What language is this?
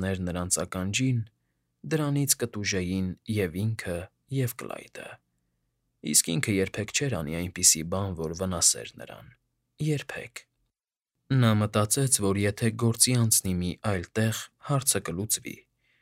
Armenian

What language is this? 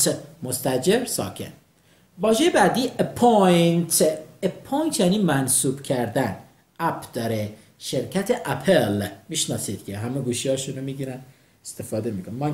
Persian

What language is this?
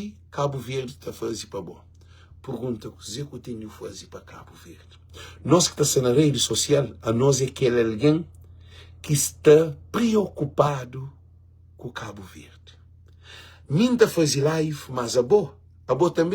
Kabuverdianu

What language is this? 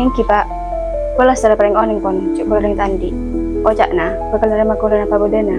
Madurese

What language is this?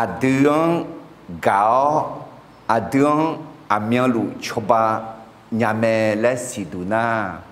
Akha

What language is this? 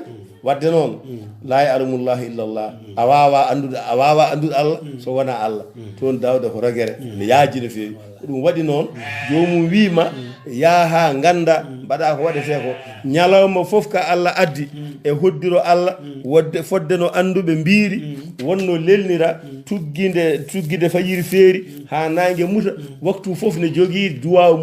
Fula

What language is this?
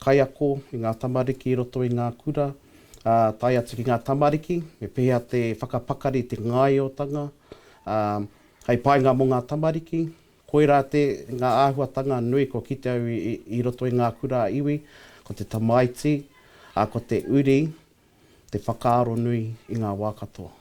Māori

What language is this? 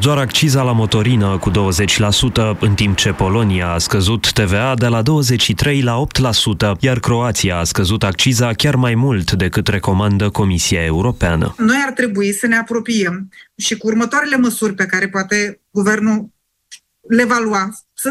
Romanian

